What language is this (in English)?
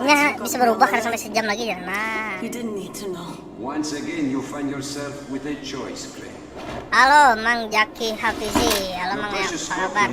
Banjar